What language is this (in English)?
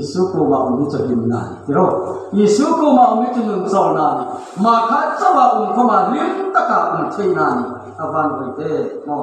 Hmar